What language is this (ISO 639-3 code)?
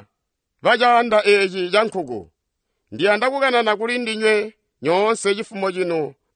toi